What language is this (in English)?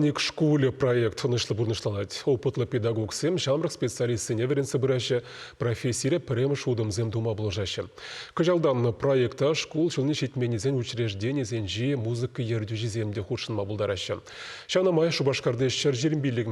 Chuvash